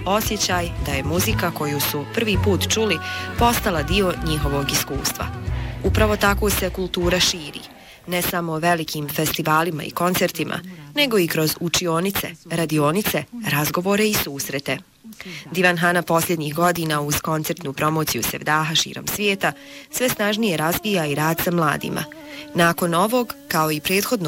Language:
Bosnian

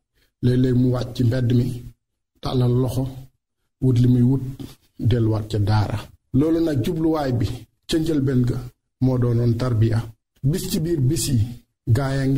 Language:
Wolof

